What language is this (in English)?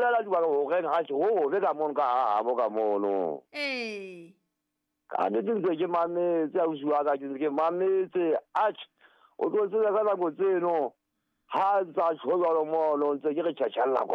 Southern Sotho